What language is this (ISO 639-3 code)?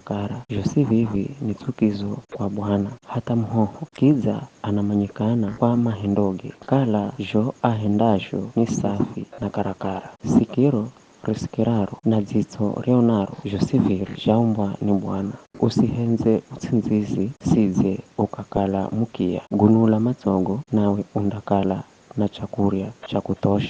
nyf